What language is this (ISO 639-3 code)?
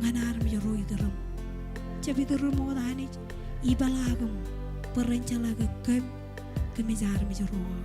mah